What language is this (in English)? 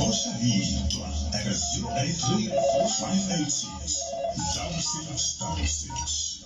Tsonga